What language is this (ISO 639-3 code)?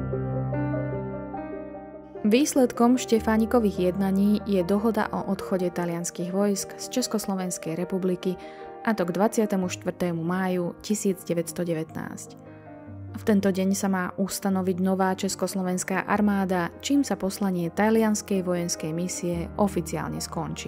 slk